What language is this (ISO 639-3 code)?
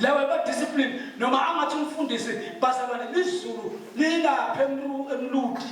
zul